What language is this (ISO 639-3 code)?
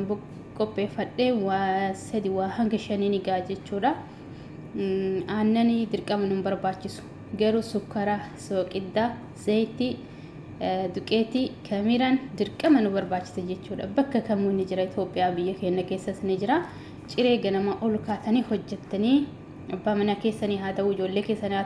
orm